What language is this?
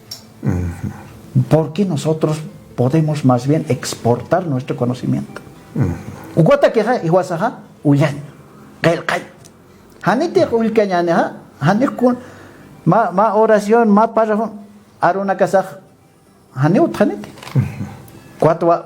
Aymara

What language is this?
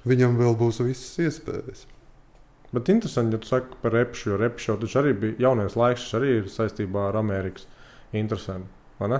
Latvian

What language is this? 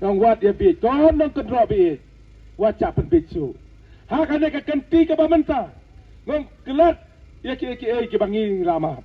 Khasi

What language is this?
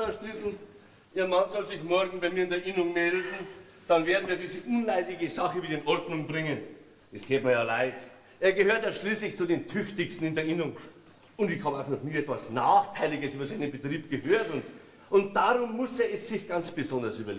Bavarian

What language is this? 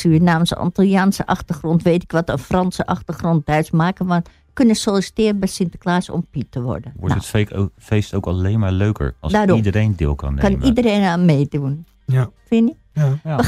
Dutch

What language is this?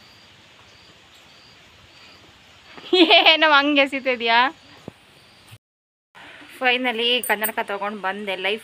Kannada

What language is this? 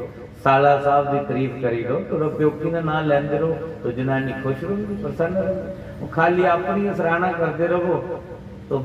Dogri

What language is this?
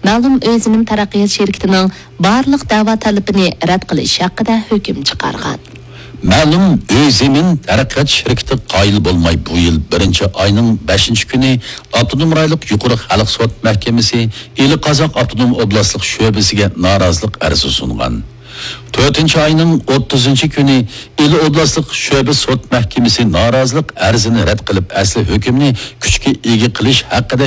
Uyghur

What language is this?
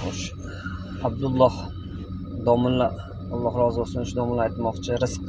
Uzbek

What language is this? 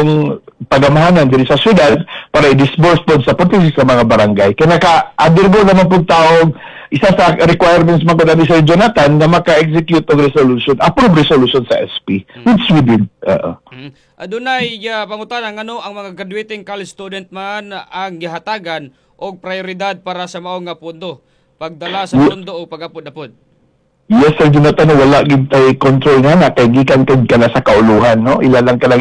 Cebuano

